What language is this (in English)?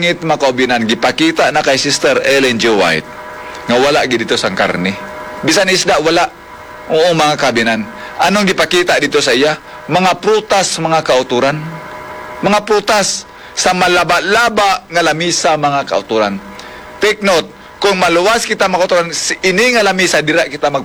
Hiligaynon